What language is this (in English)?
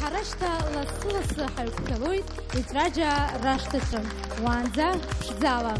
Abkhazian